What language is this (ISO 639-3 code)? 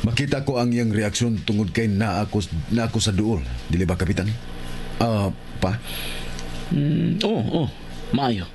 ceb